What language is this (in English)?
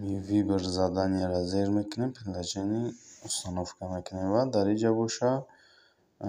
Tajik